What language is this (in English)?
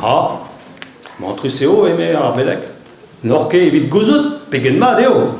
Breton